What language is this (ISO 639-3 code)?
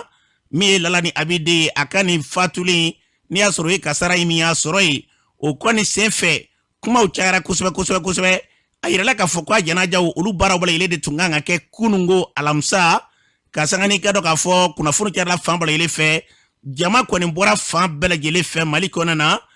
bam